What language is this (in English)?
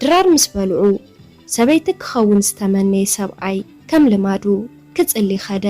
Tigrinya